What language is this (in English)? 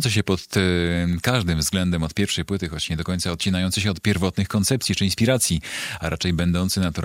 Polish